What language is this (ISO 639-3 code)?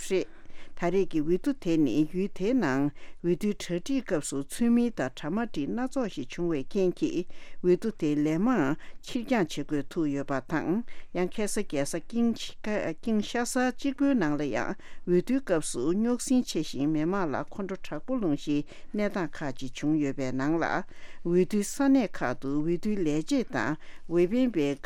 bod